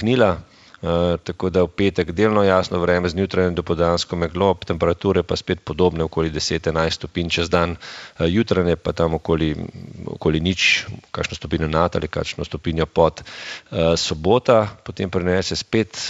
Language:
Slovenian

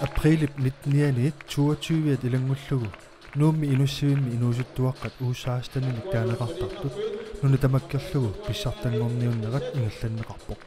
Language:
Kalaallisut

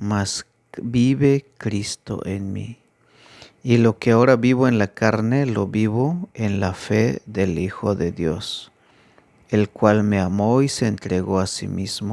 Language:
Tzeltal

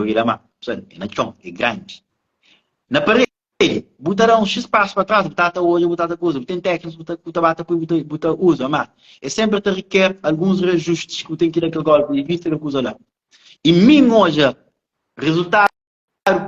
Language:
Kabuverdianu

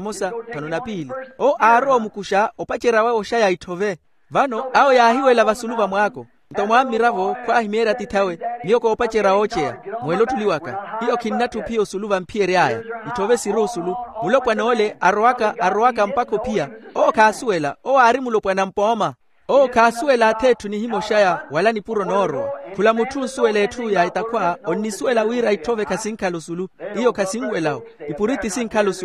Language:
Makhuwa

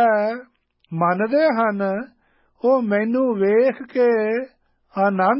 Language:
Punjabi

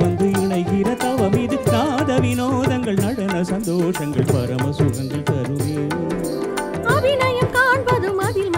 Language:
Tamil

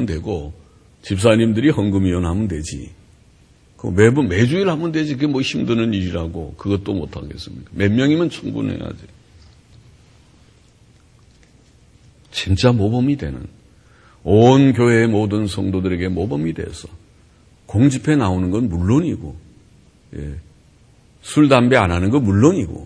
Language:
Korean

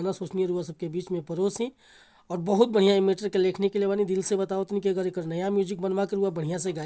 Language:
Bhojpuri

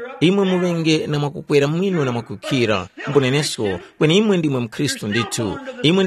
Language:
Tumbuka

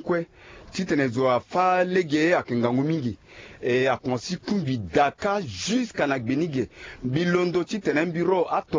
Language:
Sango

